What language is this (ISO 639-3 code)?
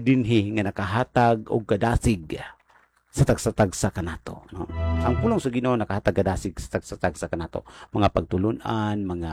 ceb